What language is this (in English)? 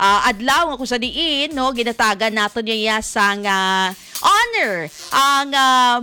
Hiligaynon